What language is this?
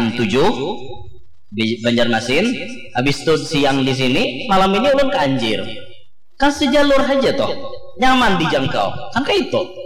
Banjar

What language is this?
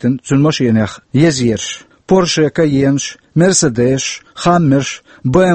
Chechen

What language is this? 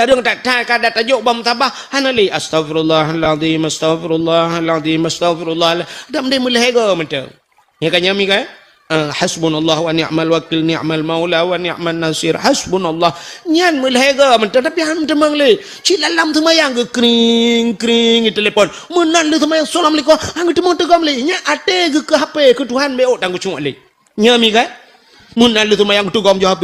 Achinese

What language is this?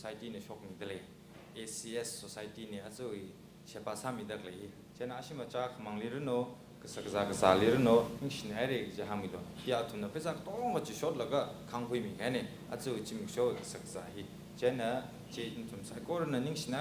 Tangkhul Naga (India)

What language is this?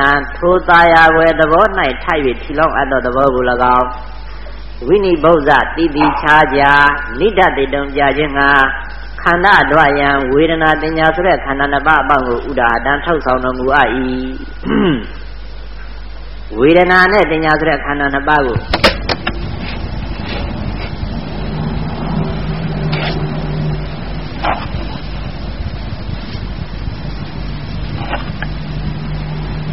Burmese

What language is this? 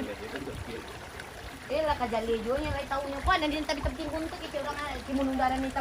Minangkabau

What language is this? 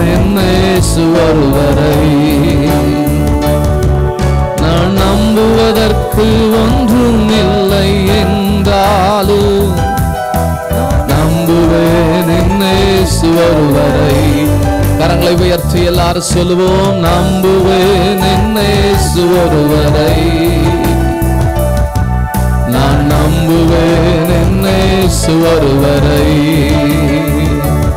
Tamil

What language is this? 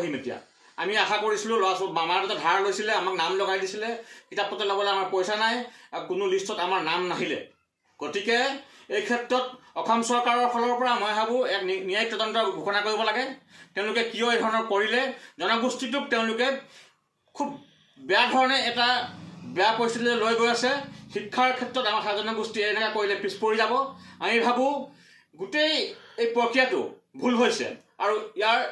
Assamese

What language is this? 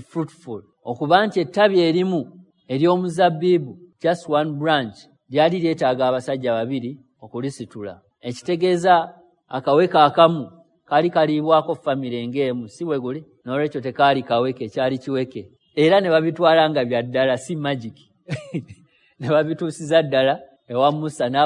Ganda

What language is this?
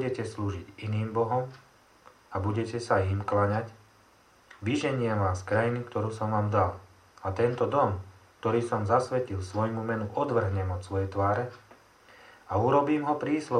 Slovak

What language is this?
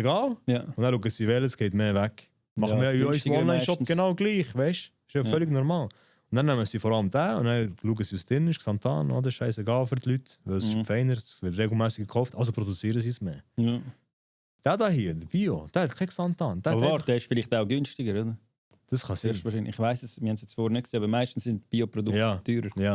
Swiss German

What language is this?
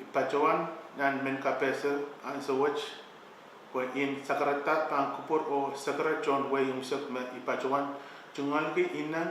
Pohnpeian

